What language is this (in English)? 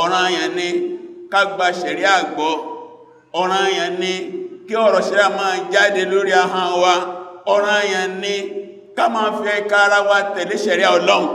Yoruba